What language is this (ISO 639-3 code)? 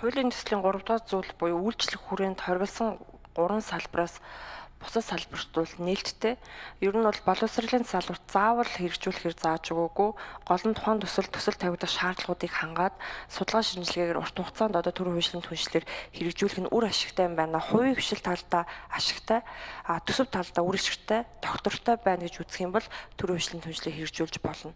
mon